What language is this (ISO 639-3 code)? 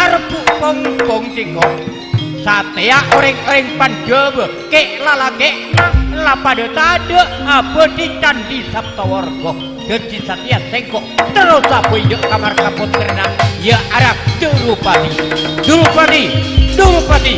mad